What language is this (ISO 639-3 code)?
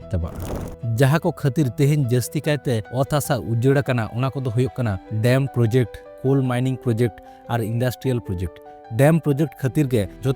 sat